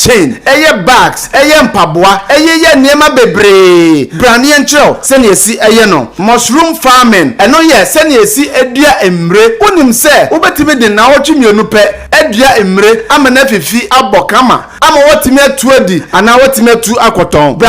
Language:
Akan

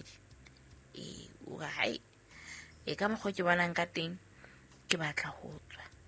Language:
Southern Sotho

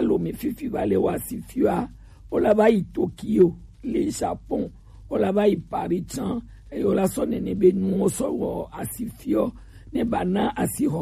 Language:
Gen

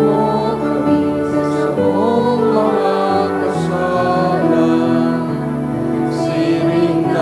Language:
Bikol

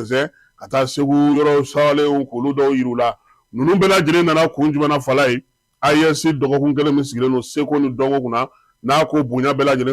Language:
Bambara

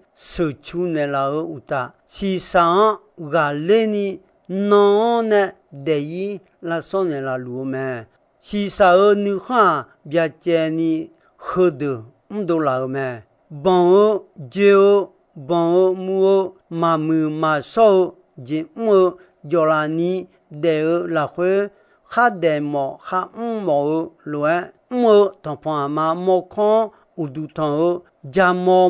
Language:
Akha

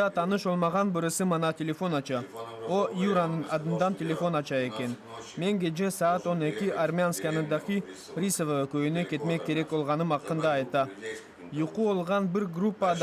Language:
Crimean Tatar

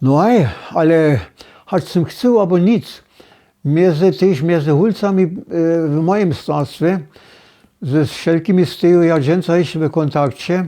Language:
Upper Sorbian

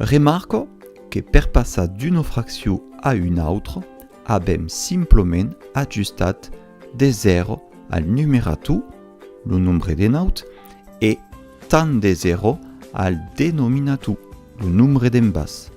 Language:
Occitan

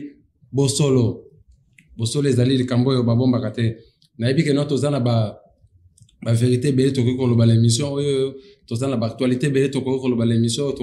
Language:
Lingala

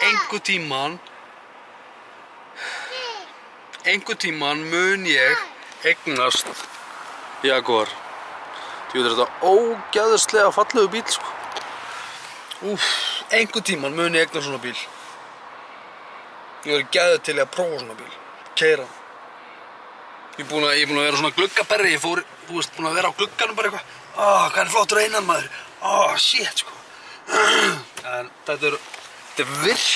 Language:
Icelandic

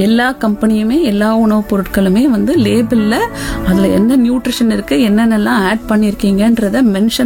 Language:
Tamil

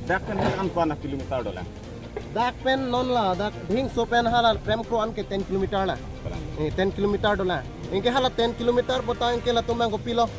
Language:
Karbi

